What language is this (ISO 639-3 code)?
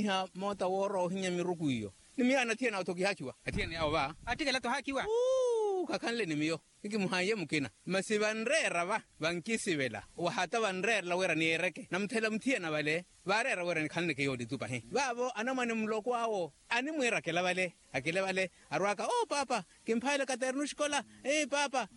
vmw